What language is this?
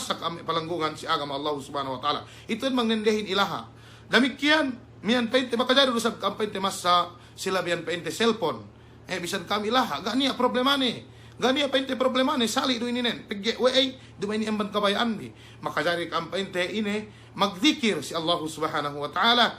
Yakan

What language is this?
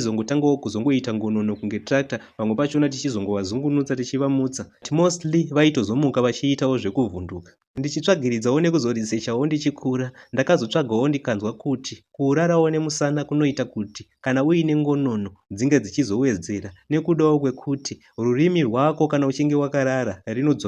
Shona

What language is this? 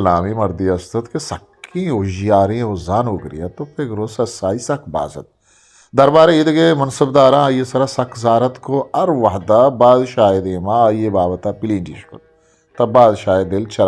Eastern Balochi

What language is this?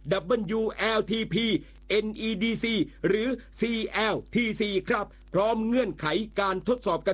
Thai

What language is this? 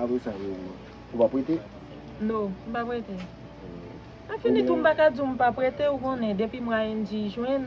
Haitian Creole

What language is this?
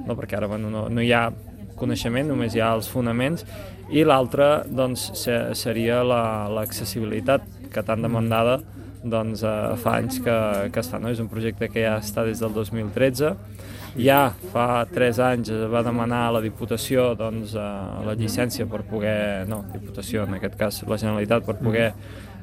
Catalan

